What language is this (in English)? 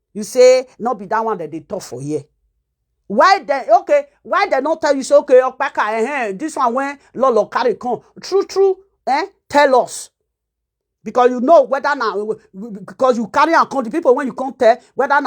Nigerian Pidgin